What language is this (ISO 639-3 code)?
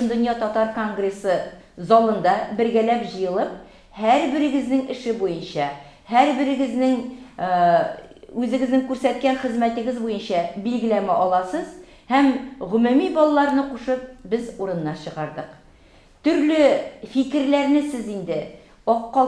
tat